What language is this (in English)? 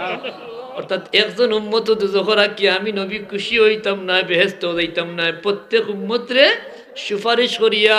Sylheti